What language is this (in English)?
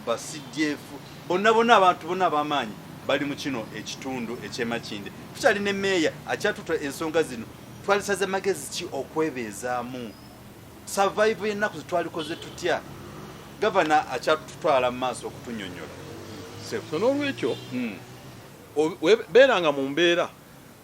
Ganda